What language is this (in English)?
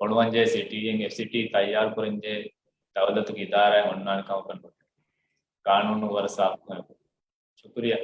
Divehi